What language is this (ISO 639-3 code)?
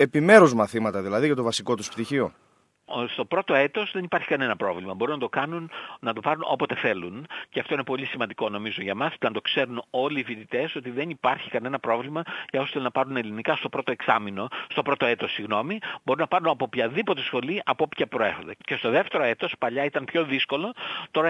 ell